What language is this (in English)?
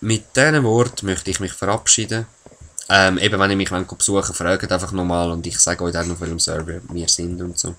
Swiss German